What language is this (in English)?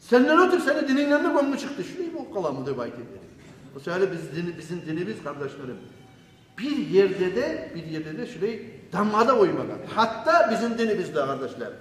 Kumyk